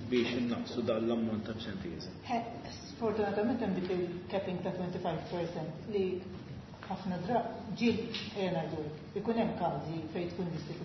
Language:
Maltese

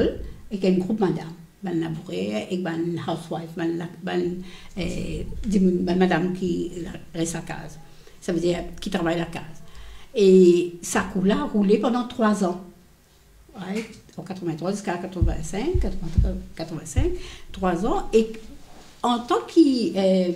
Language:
Morisyen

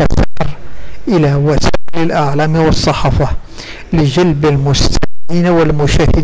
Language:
Arabic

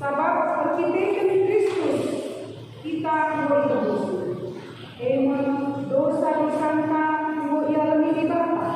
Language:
Batak Karo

